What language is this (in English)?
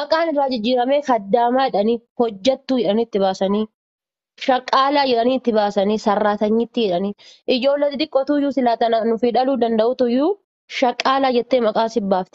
Oromo